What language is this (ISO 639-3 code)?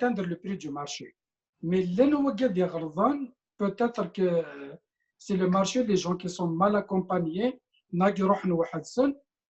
kab